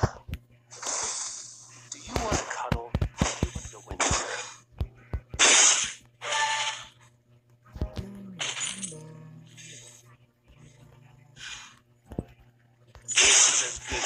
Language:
Filipino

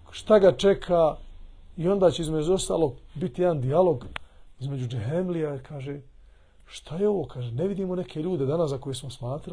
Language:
Bosnian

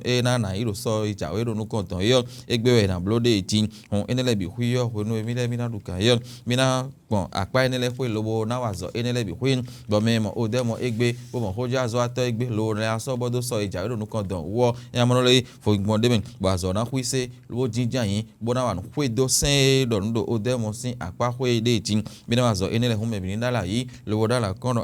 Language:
Fon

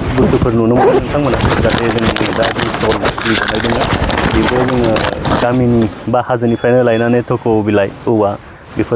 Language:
Bodo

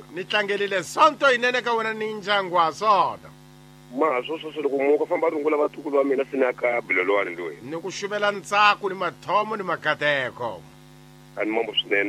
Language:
Tsonga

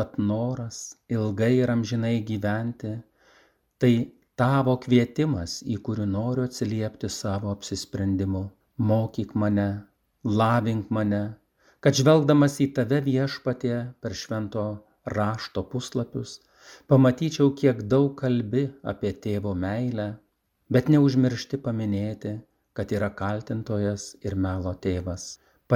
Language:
Lithuanian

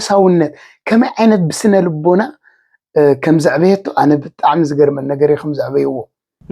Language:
Tigrinya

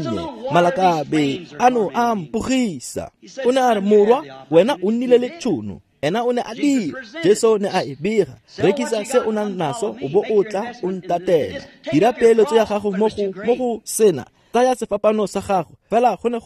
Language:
Tswana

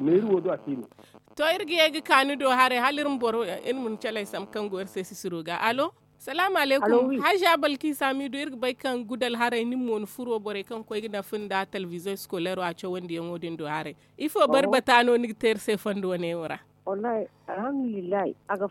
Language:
Zarma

